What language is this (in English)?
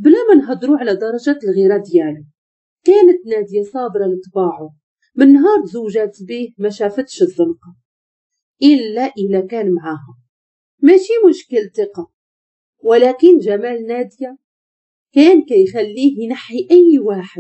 Moroccan Arabic